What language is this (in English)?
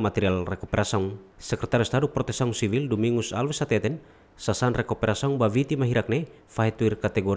Tetum